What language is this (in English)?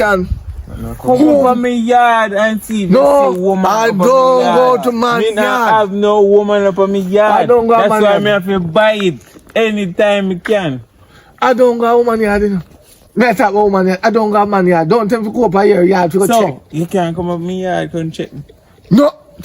Jamaican Creole English